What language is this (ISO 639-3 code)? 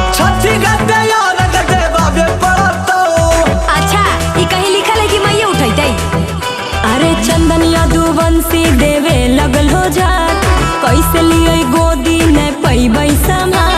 mag